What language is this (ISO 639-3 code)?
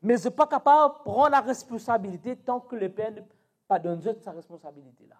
mfe